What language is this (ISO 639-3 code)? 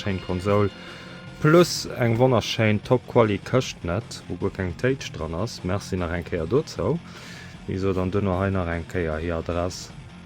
ltz